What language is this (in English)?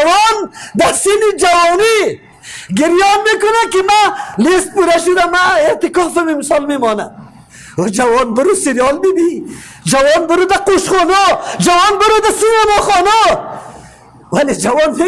Persian